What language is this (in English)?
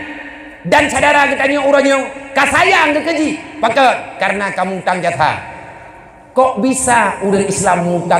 Achinese